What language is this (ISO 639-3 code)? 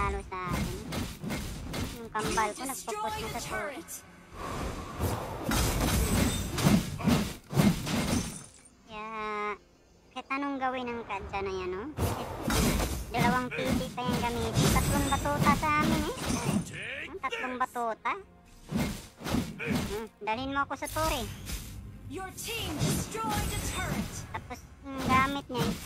fil